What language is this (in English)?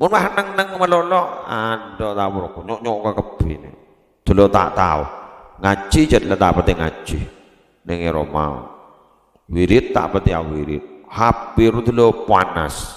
Madurese